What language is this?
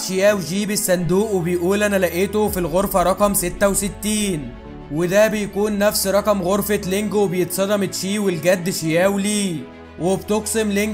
Egyptian Arabic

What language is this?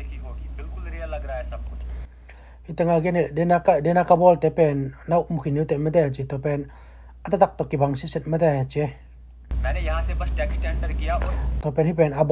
Tedim Chin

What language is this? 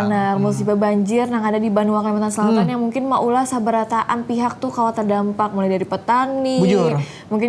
Banjar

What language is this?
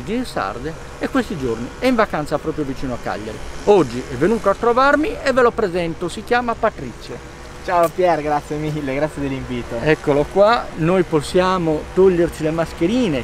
Italian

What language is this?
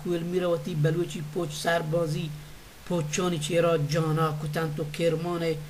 Baluchi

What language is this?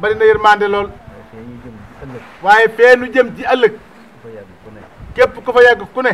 Wolof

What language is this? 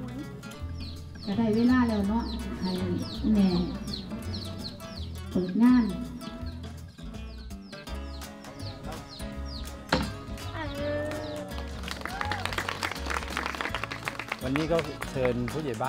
Thai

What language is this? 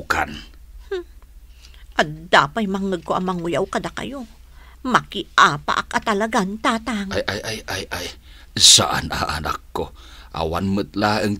Iloko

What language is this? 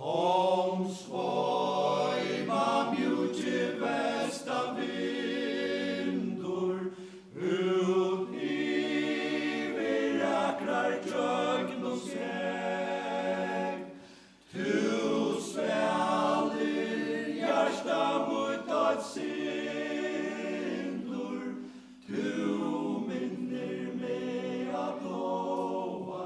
Faroese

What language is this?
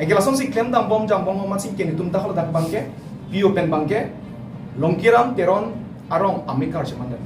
Karbi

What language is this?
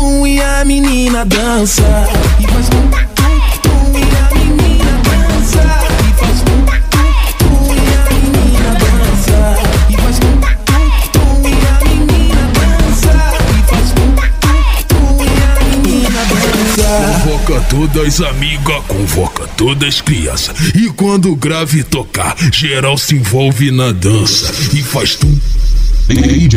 Portuguese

